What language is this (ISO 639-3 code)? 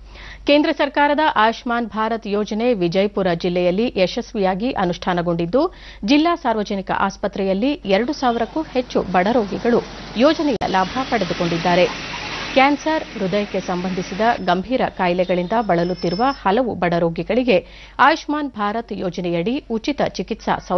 kan